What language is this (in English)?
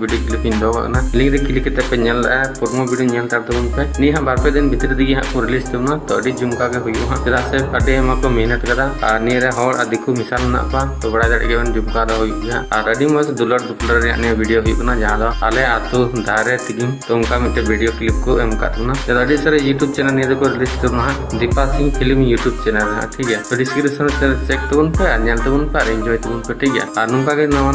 Santali